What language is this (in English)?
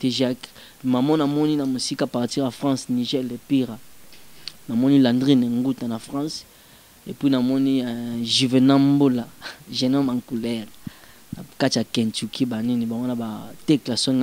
Lingala